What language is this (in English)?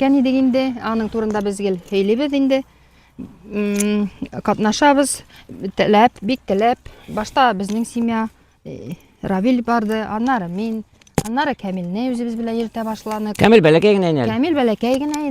Bashkir